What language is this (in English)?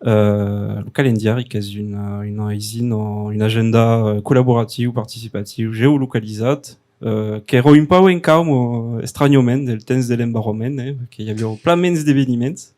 Occitan